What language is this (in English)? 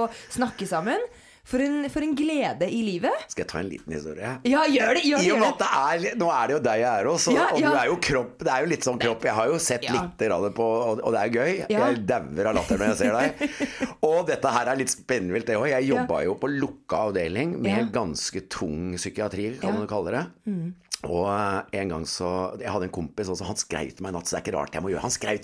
Norwegian